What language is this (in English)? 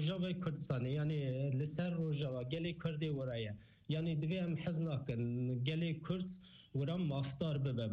Kurdish